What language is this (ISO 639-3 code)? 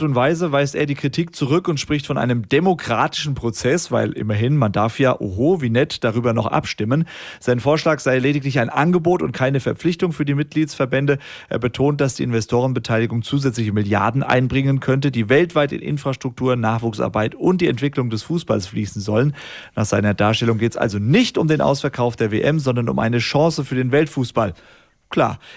deu